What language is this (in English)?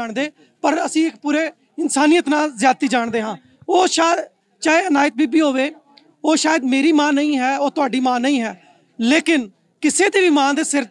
Punjabi